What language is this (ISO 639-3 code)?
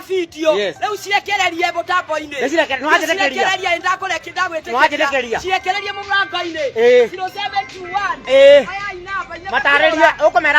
kik